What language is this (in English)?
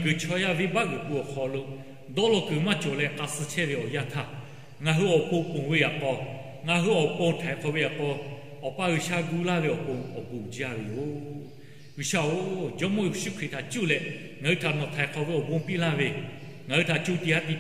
Lahu